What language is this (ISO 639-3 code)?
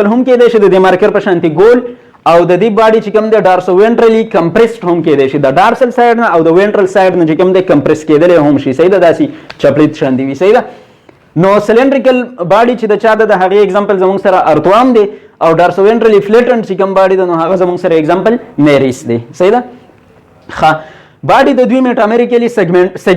pus